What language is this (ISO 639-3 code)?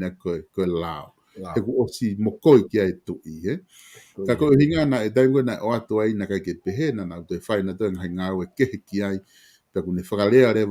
ton